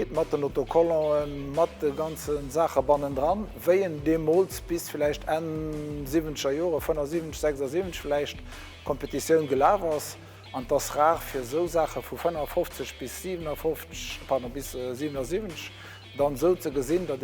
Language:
Luxembourgish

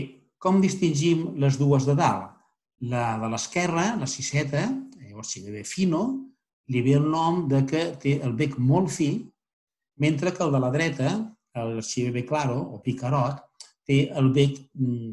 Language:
Catalan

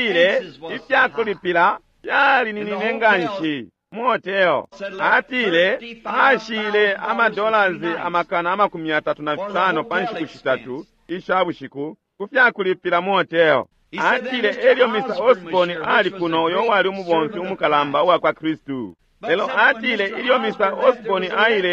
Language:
Bemba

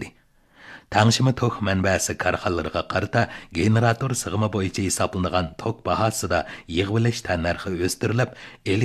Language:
Uyghur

